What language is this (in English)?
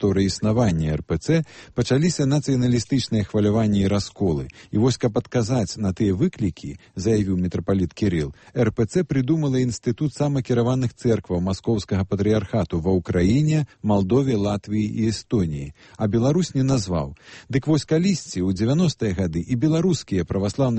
Belarusian